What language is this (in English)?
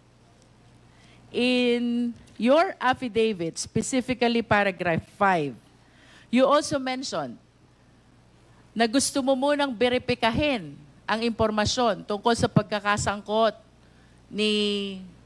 Filipino